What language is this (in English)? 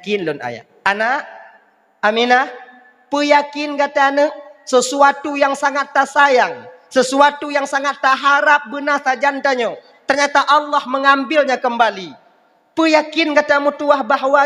Achinese